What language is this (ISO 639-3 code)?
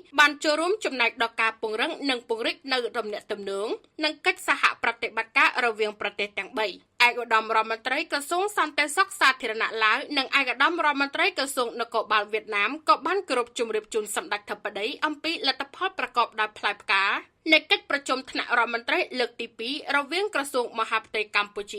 khm